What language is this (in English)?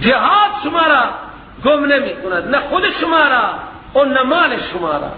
Persian